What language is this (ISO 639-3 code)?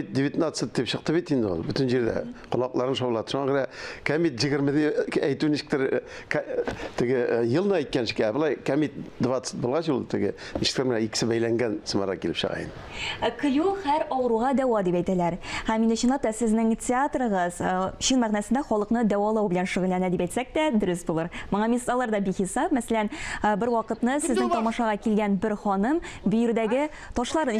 tat